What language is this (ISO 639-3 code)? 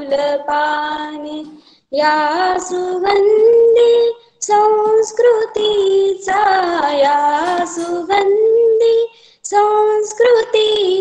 mar